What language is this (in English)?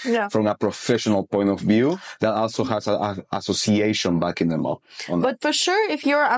English